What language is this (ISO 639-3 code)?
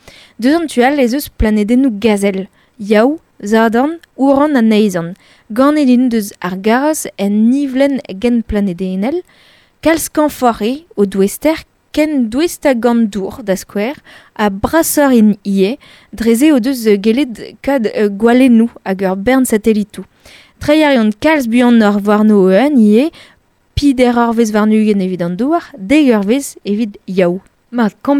bre